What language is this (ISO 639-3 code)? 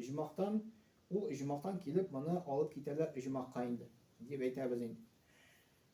tat